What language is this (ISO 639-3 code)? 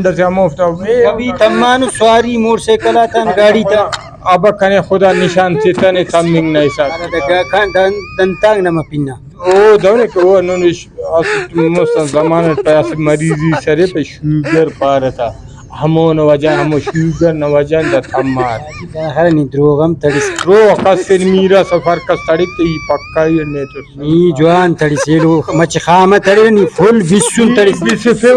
brh